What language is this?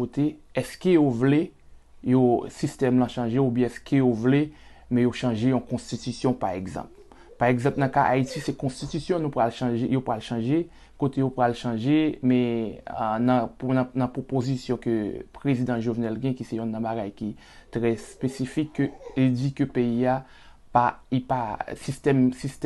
Haitian Creole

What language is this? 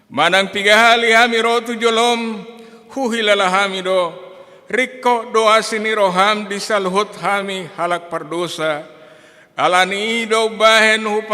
Batak Toba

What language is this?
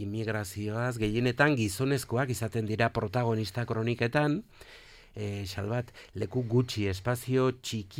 Basque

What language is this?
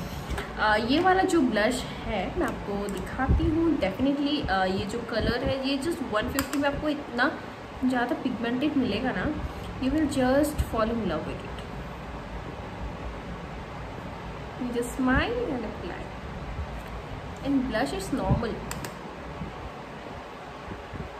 Hindi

